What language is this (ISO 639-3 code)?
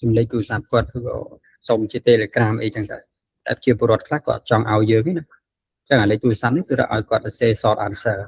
khm